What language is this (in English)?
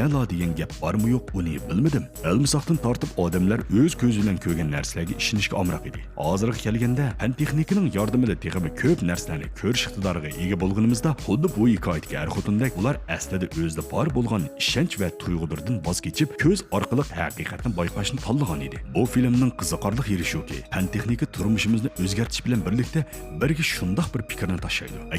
Uyghur